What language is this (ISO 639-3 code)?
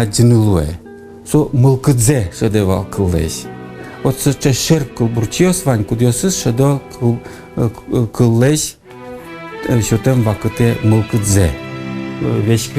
udm